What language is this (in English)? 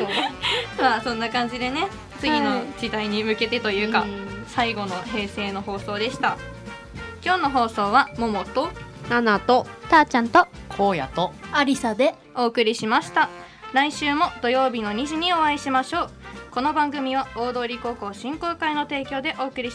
Japanese